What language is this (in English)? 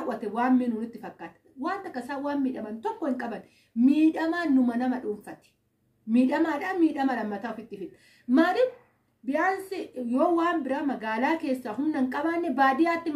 Oromo